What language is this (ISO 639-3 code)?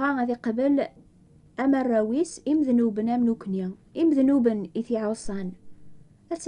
kab